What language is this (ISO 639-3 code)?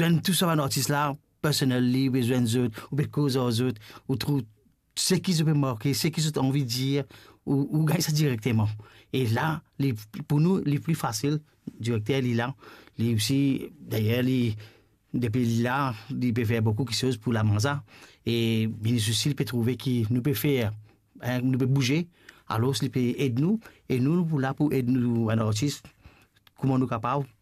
mfe